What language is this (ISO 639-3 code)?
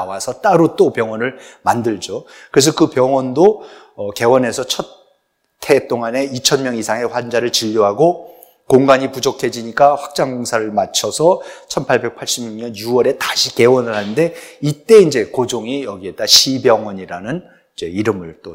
kor